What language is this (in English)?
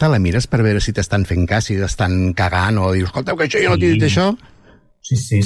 Catalan